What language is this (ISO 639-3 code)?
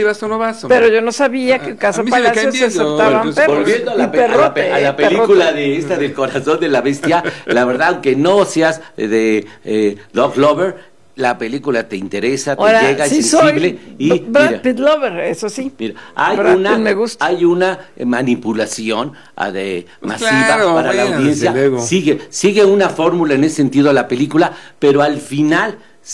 spa